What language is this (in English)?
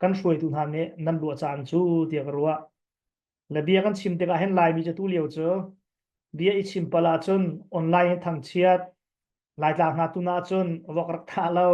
Hakha Chin